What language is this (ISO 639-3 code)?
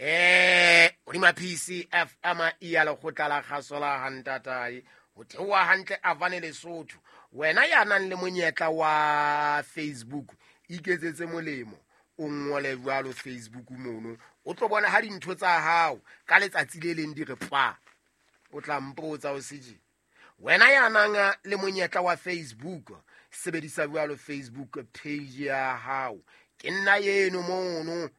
sot